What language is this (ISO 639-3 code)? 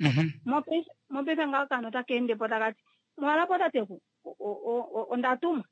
kua